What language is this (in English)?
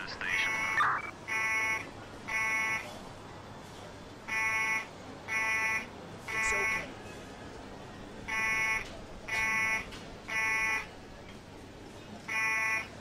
English